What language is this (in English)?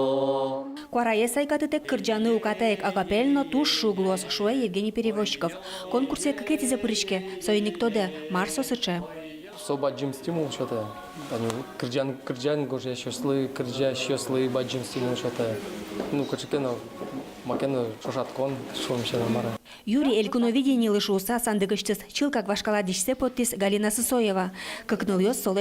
Udmurt